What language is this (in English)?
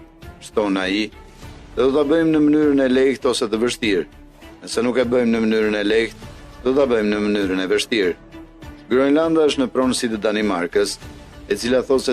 Albanian